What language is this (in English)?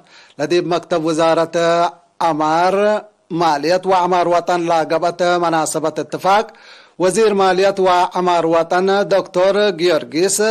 Tigre